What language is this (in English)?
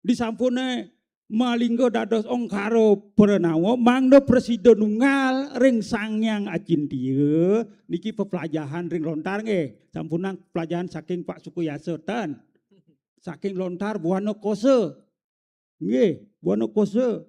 Balinese